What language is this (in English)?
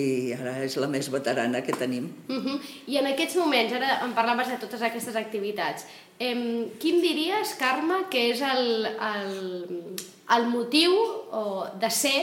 Catalan